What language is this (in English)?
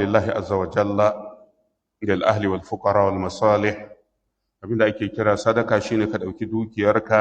Hausa